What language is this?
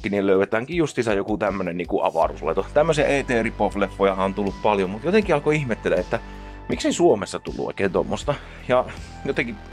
Finnish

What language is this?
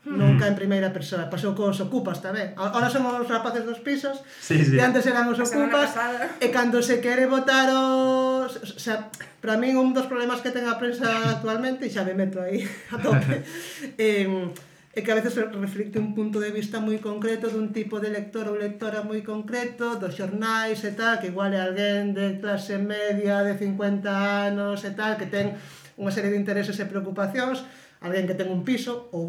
Galician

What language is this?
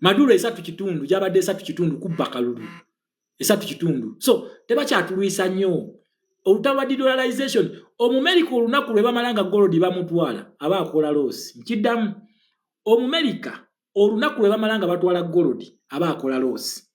Ganda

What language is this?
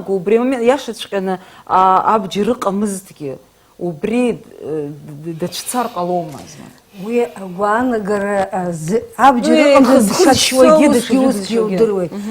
Abkhazian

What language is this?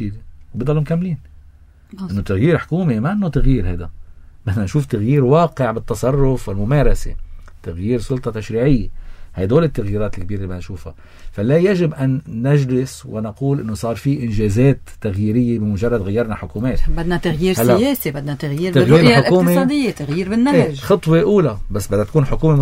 North Levantine Arabic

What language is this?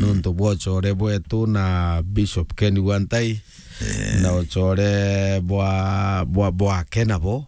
Meru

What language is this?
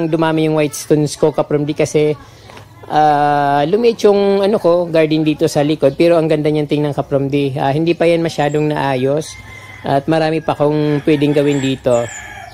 Filipino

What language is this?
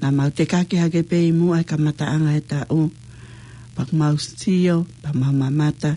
Tongan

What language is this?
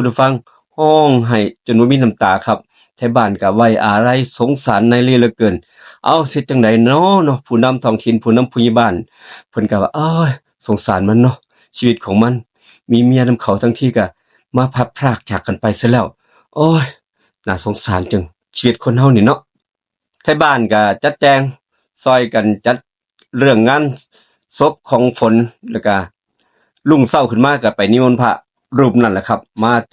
Northeastern Thai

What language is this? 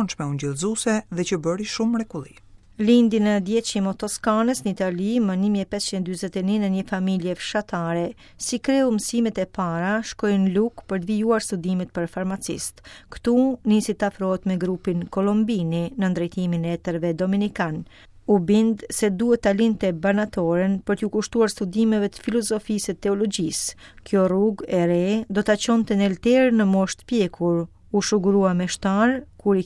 Albanian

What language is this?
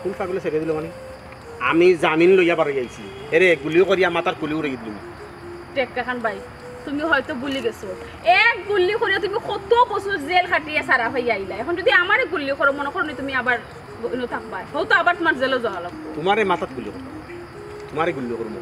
Sylheti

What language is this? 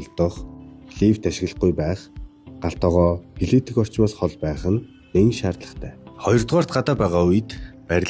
Mongolian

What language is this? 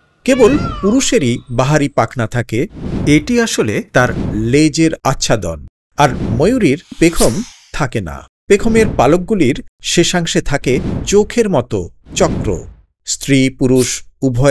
Bangla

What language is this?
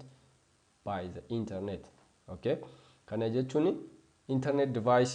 Oromo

